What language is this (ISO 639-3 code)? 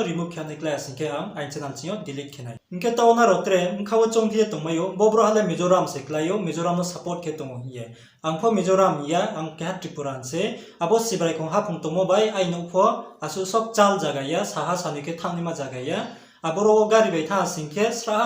ria